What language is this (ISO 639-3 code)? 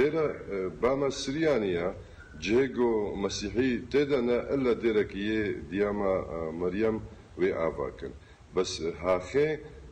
kur